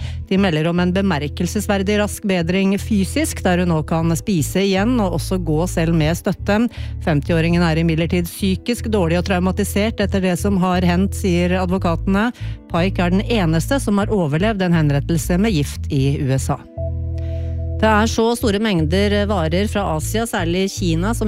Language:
Norwegian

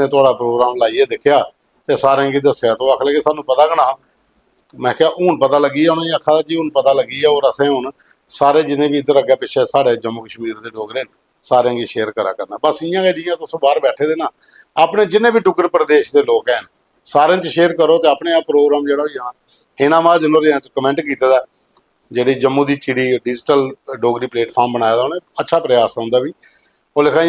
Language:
Dogri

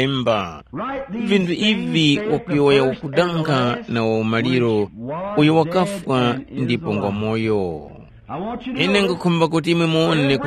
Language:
Tumbuka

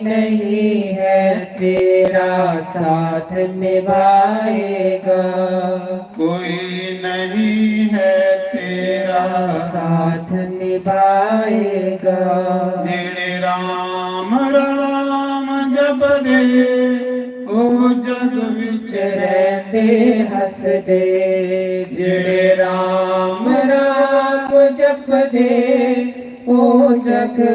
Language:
Dogri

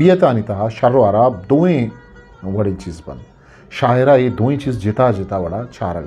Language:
Eastern Balochi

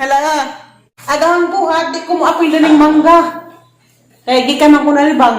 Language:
Cebuano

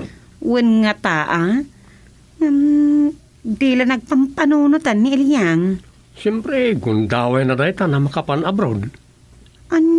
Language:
Iloko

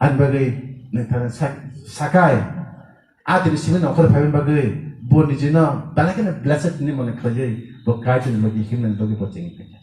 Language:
Kok Borok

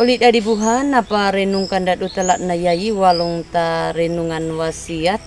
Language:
Anakalangu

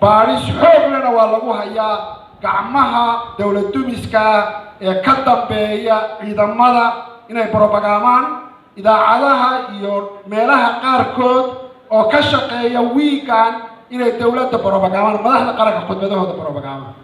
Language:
Somali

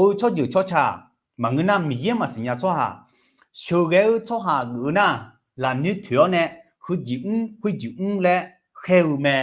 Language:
Akha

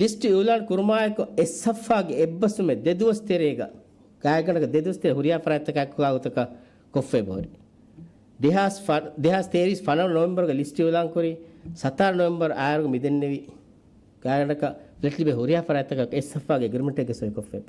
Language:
Divehi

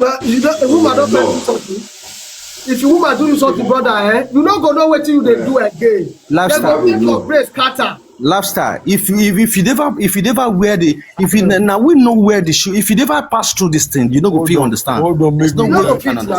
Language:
Nigerian Pidgin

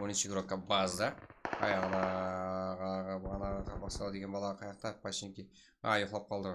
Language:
Kara-Kalpak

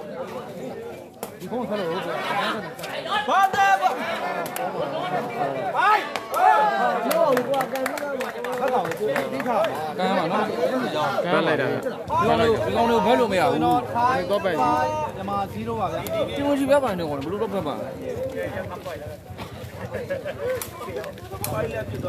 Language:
Burmese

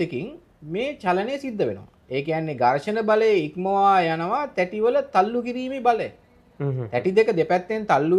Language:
Sinhala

